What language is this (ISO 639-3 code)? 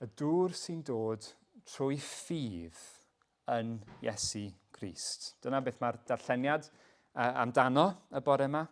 cym